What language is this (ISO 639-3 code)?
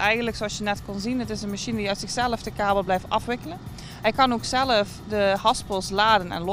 nld